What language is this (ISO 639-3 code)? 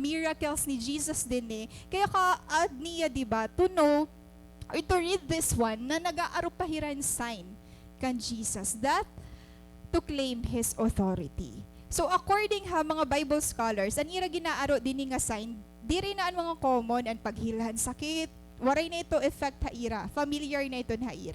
war